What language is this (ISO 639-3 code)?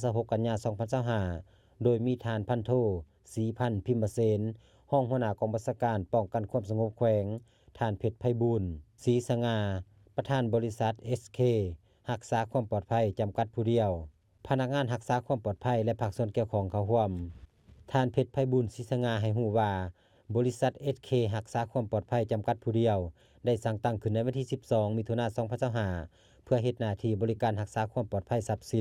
lao